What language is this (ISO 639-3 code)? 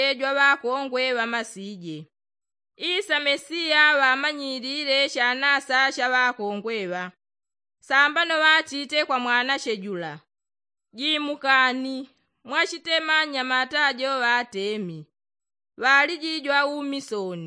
yao